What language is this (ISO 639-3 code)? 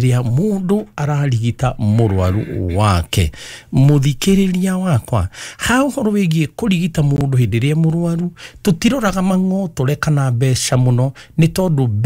kik